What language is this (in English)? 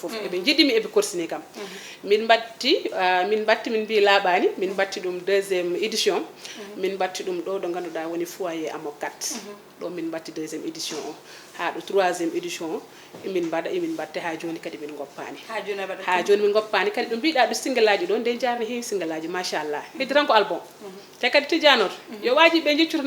Fula